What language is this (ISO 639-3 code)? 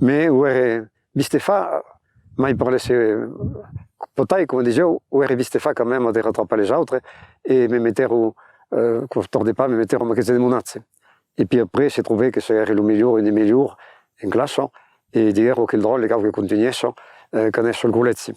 oci